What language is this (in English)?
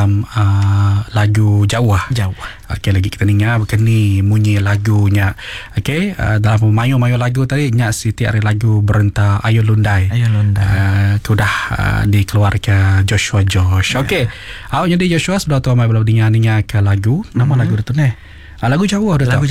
Malay